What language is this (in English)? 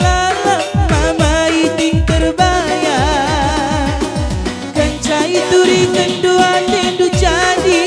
Batak Karo